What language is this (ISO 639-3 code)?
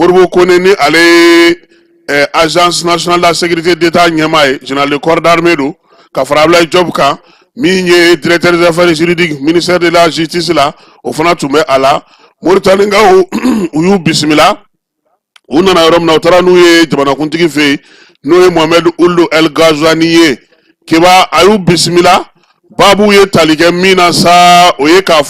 bam